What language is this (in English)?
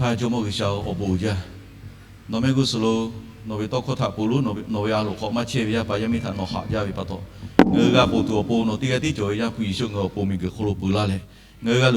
Lahu